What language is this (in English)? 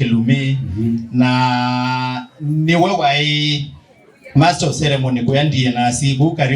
Kamba